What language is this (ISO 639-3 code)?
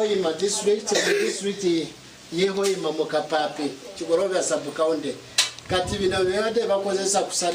nyn